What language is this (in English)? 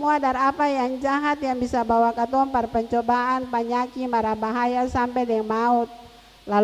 Ambonese Malay